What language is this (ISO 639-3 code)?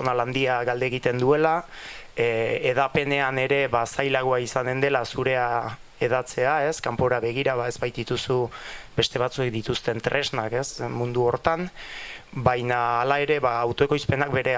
eus